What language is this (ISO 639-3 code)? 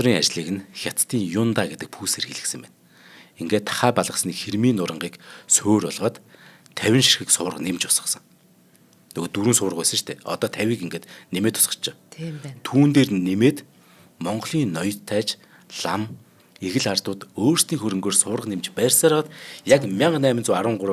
mon